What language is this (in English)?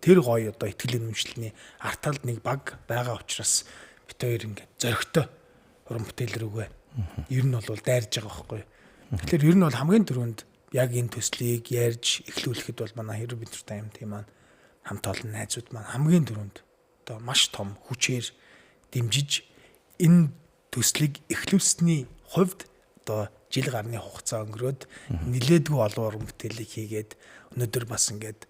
Mongolian